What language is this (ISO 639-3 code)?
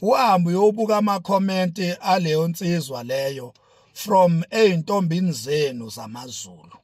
zul